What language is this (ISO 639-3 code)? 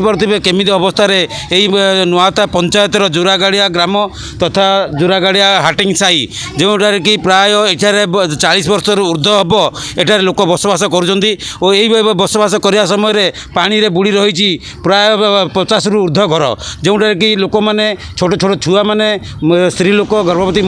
ori